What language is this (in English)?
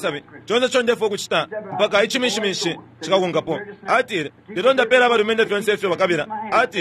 Bemba